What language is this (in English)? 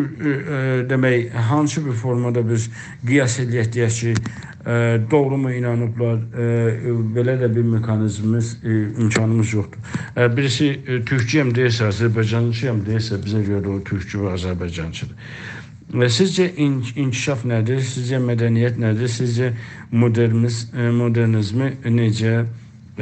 South Azerbaijani